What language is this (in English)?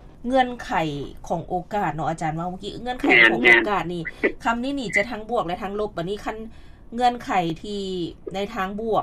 Lao